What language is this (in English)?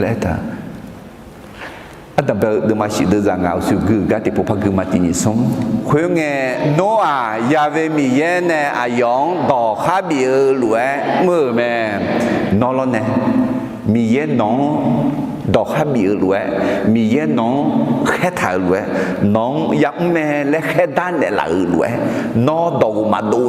Akha